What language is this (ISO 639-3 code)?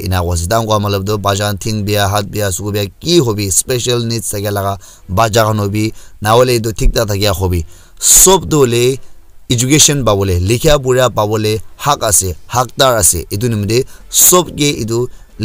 nag